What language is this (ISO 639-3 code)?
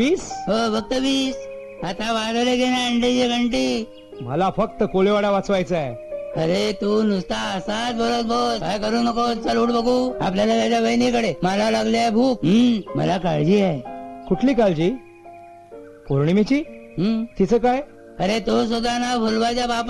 mar